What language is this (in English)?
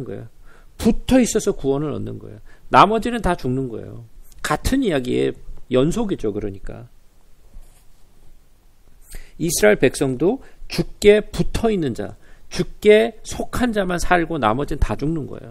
Korean